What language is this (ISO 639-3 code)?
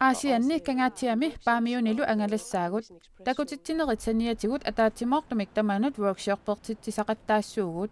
kal